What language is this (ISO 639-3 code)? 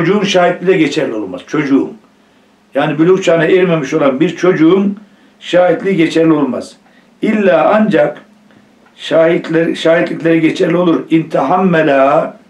tur